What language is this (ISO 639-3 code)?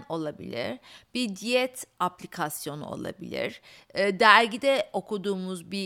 tur